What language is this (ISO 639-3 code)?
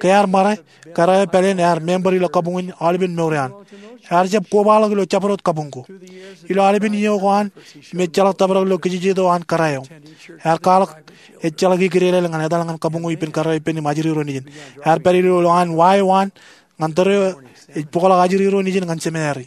mah